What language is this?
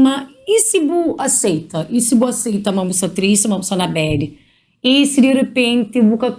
Kabuverdianu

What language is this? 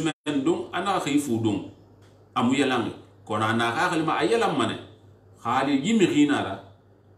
Susu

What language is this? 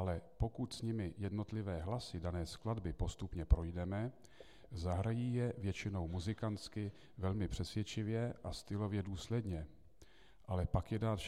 Czech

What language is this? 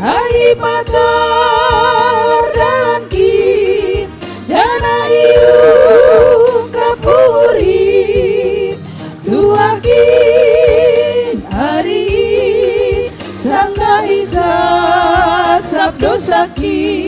Batak Simalungun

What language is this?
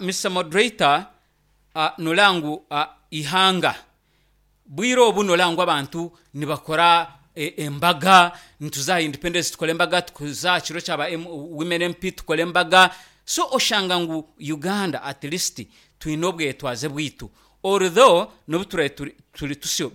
Nyankole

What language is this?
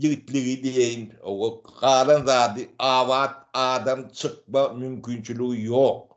Turkmen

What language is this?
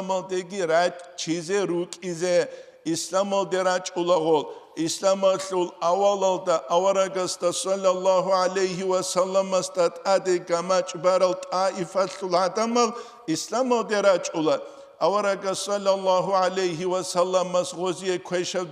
Avaric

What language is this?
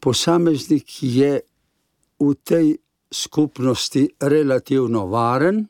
Slovenian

